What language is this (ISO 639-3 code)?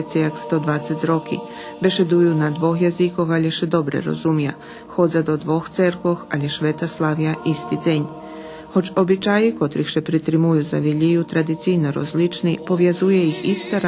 rue